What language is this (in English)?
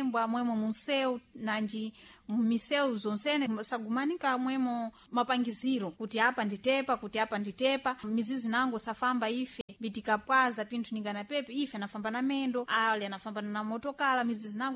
Sena